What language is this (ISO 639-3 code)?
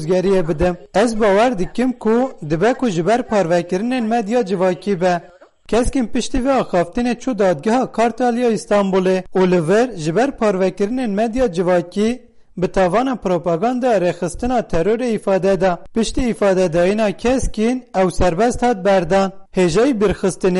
kur